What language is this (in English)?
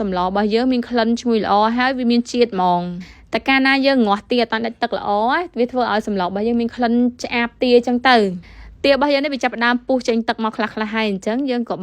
Khmer